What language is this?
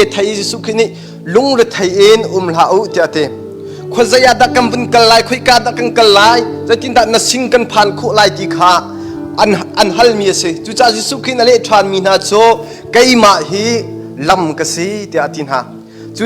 Hakha Chin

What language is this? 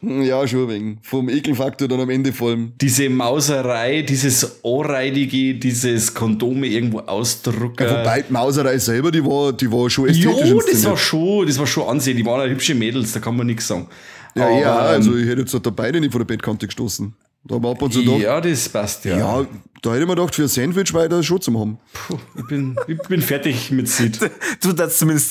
Bavarian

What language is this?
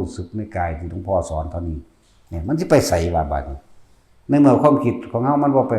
Northeastern Thai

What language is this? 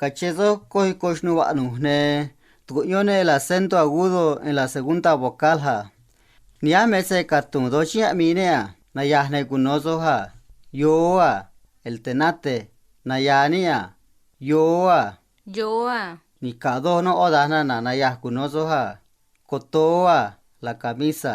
Copala Triqui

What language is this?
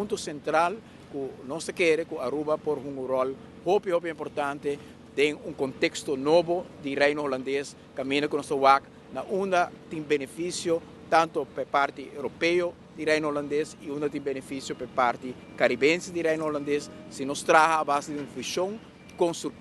Papiamento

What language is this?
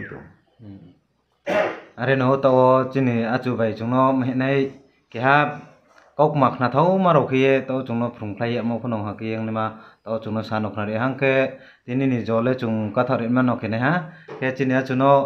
Riang (India)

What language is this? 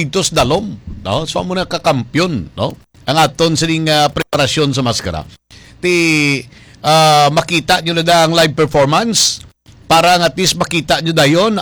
Hiligaynon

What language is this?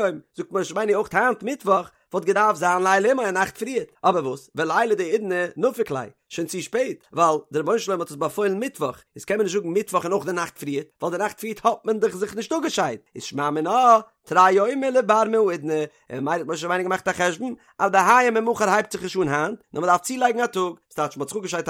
Yiddish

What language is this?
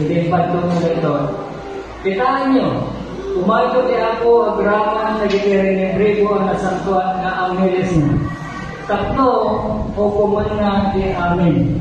Iloko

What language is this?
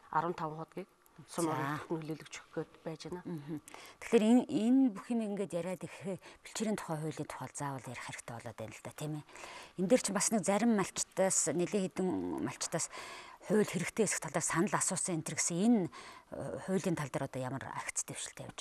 Mongolian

